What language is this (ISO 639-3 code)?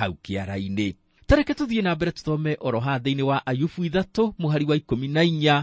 kik